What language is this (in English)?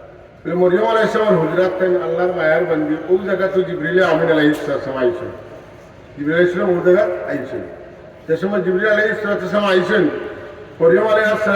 Sylheti